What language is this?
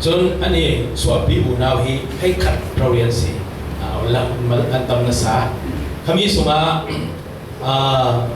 Falam Chin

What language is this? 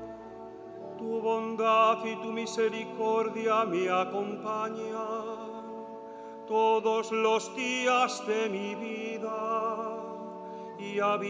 Spanish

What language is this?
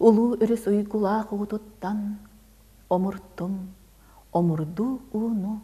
Yakut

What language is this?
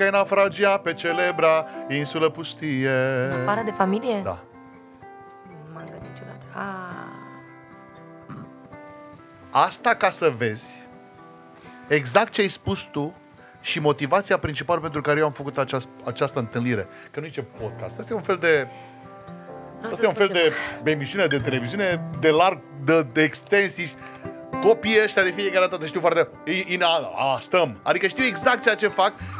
Romanian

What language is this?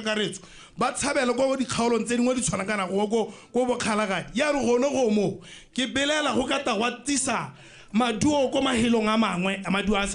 Tswana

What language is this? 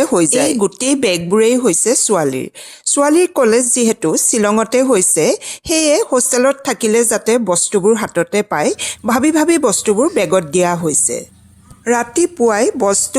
Assamese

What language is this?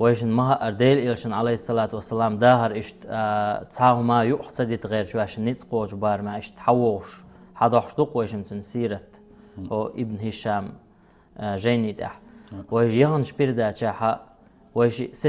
Chechen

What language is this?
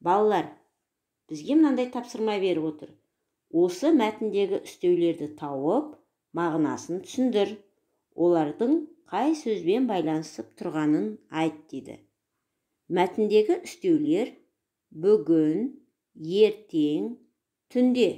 Kazakh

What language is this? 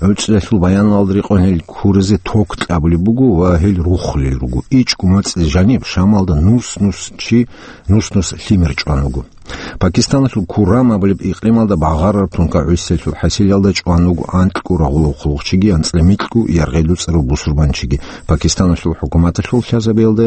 Avaric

